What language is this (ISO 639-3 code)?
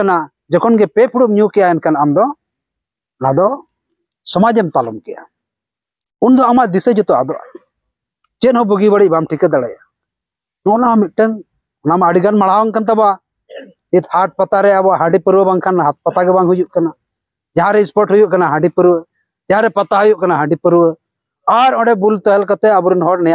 sat